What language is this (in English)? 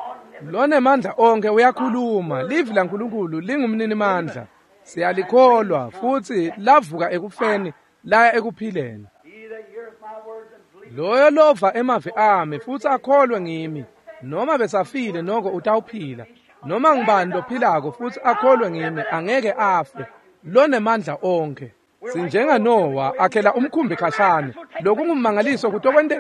Swati